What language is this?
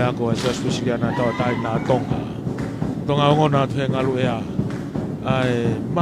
Tongan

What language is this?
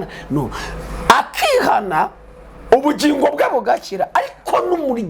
Kinyarwanda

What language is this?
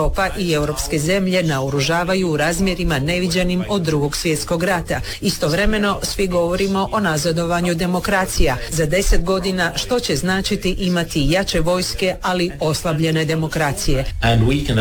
Croatian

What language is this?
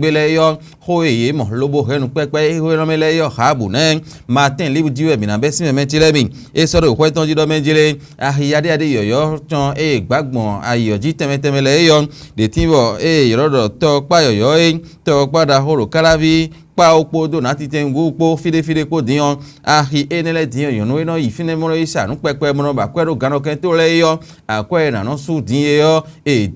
Fon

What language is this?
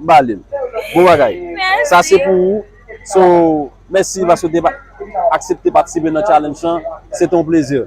Haitian Creole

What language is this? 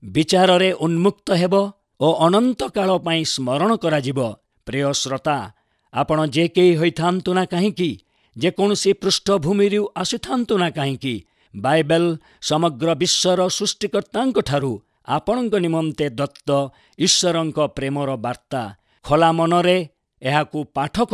Odia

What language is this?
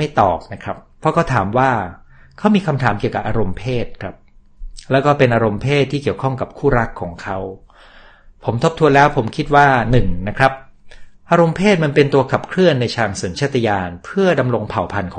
Thai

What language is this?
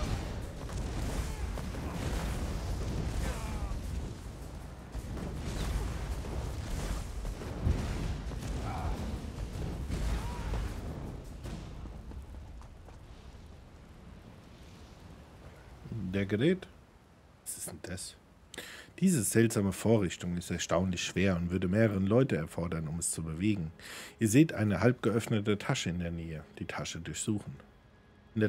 German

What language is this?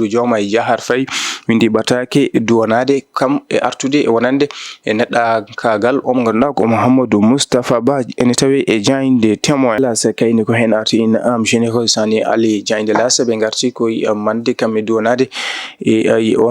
Fula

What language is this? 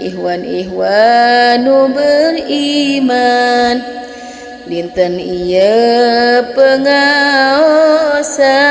Sundanese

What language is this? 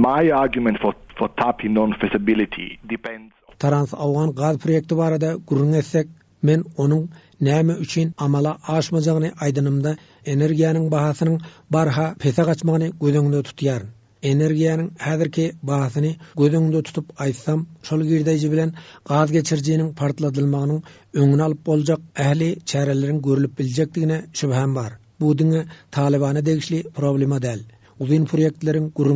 Turkmen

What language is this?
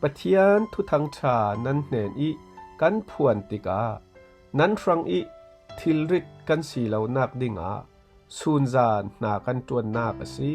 Falam Chin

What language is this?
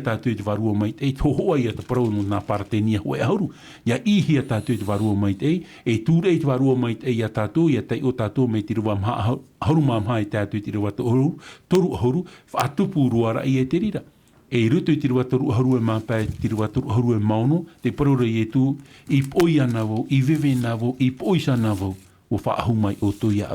Tahitian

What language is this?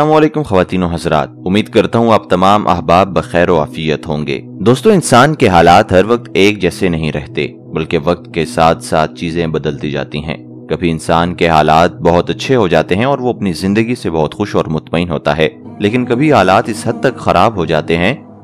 Urdu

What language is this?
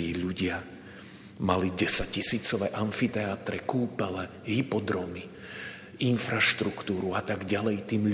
Slovak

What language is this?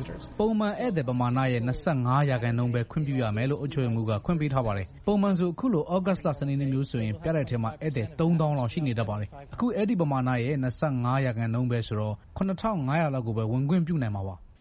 Burmese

